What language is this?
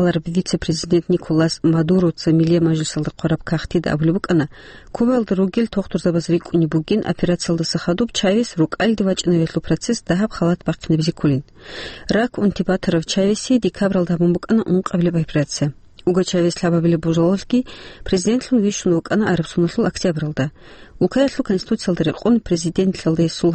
Avaric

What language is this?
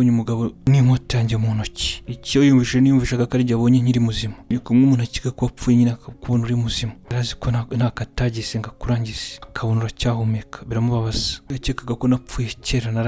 Kinyarwanda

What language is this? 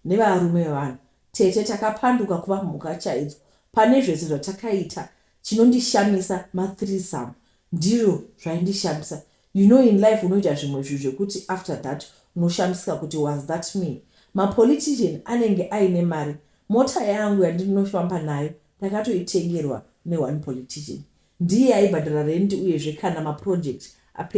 Shona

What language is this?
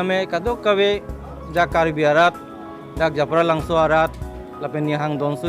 Karbi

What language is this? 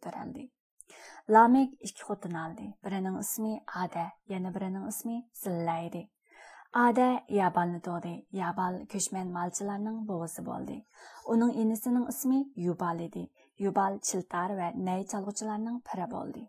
Uyghur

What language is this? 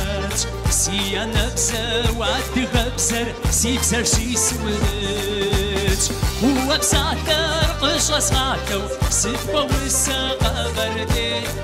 Kabardian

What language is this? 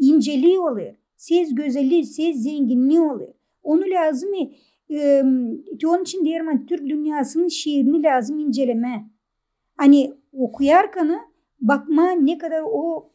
Gagauz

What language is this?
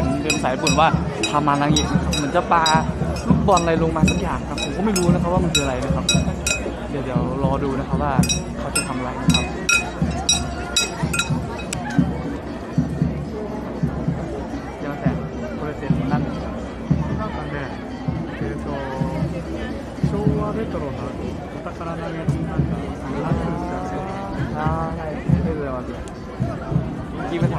Thai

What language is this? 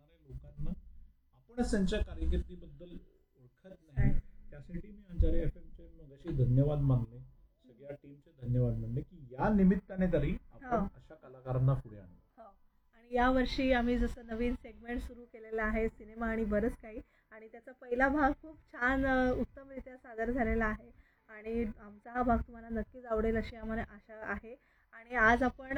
Marathi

